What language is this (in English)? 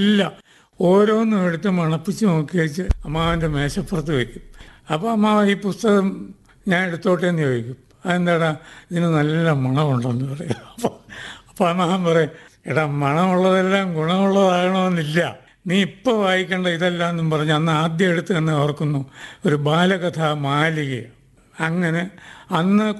Malayalam